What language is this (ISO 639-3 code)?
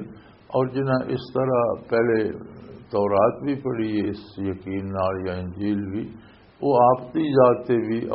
lah